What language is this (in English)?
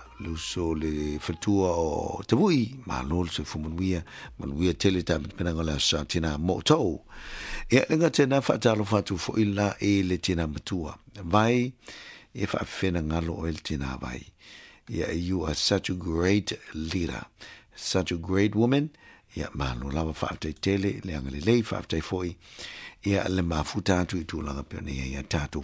Samoan